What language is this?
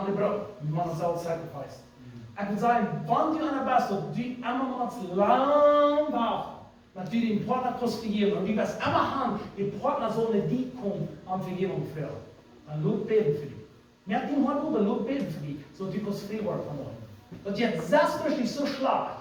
Plautdietsch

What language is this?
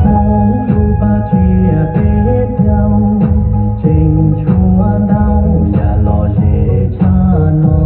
Hmong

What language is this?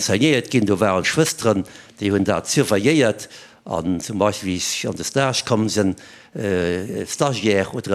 Luxembourgish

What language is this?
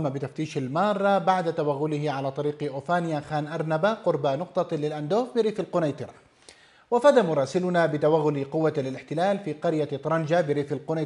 Arabic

